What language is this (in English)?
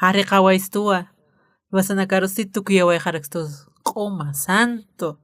Aymara